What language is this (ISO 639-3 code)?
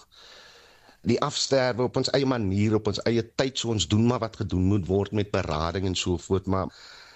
afr